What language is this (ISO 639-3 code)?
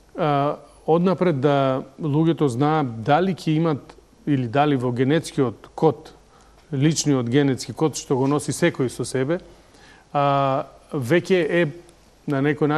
mkd